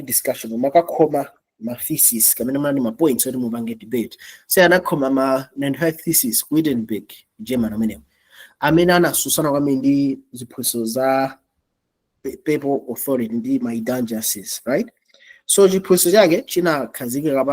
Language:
Nyanja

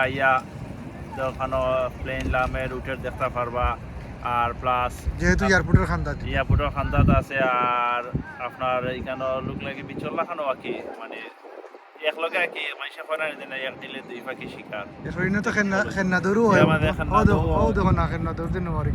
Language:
Sylheti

